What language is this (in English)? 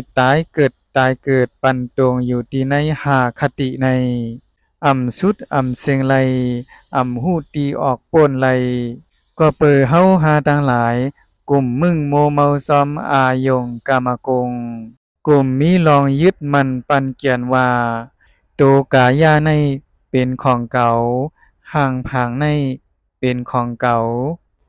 Shan